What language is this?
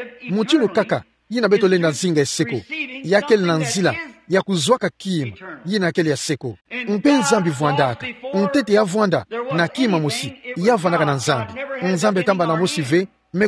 Kituba (Democratic Republic of Congo)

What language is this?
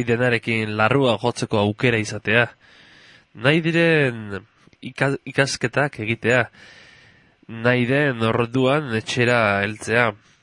Basque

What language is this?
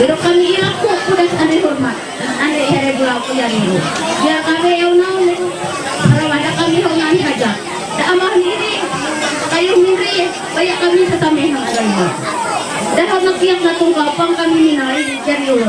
Ma'anyan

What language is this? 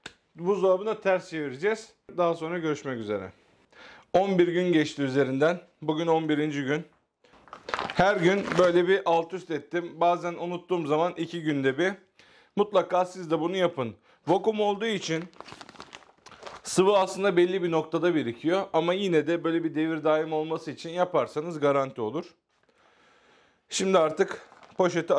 Turkish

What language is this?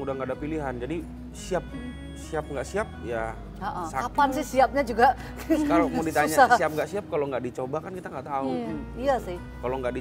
Indonesian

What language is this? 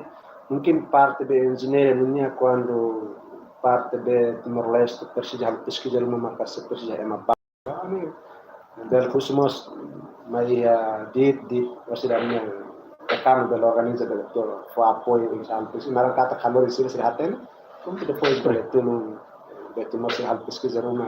Tetum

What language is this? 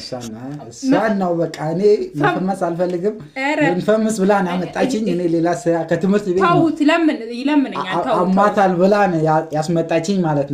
Amharic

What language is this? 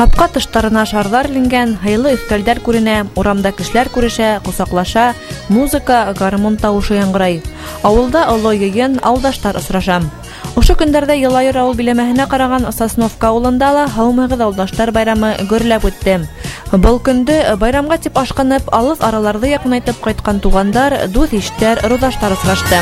Bashkir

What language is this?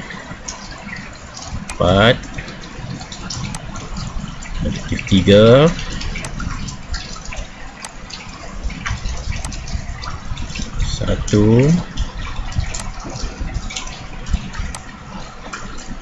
Malay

